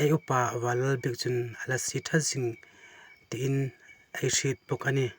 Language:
Hmar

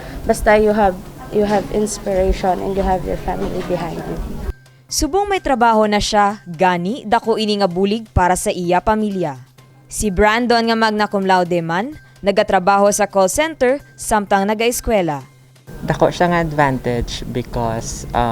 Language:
Hiligaynon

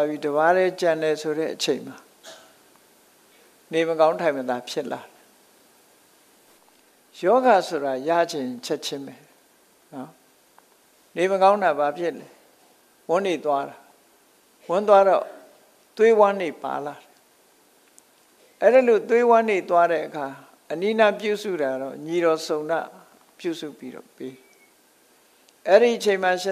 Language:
Burmese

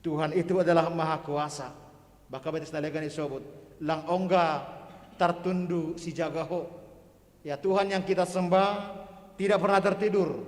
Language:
Batak Simalungun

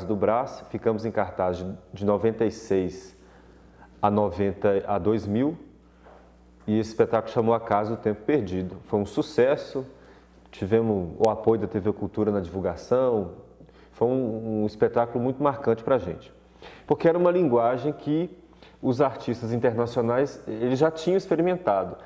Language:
Portuguese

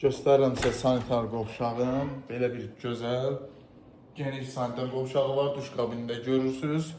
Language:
Azerbaijani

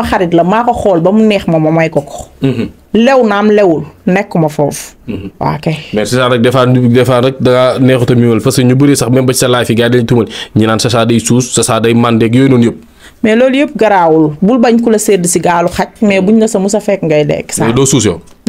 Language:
Wolof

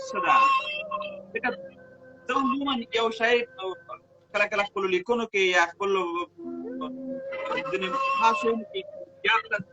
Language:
Pashto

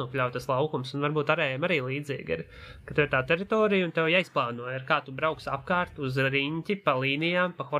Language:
Latvian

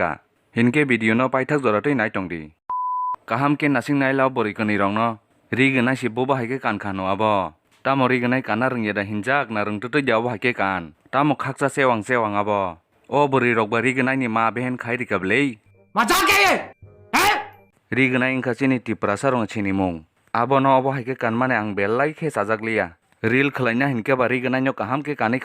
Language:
Kok Borok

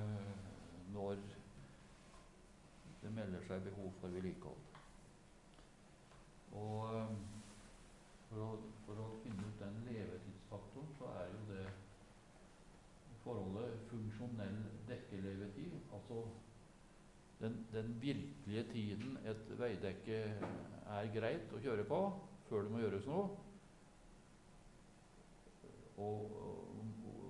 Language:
Norwegian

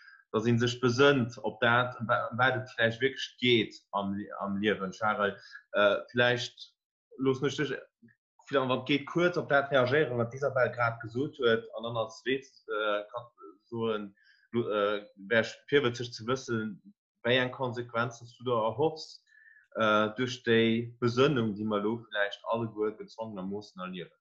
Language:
Luxembourgish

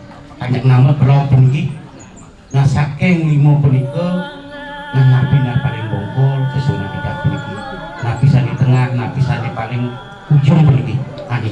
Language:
Balinese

